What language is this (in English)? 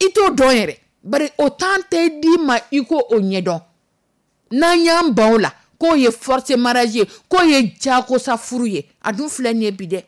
Dyula